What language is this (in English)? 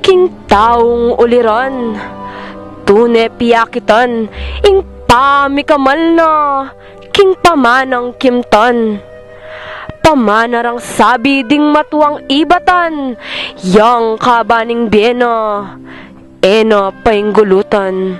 Pampanga